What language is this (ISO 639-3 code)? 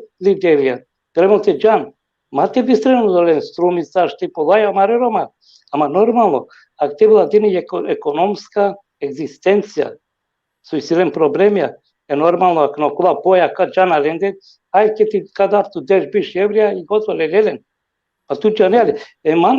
rmn